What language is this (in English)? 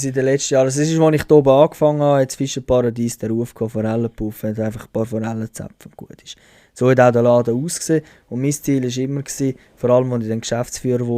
Swiss German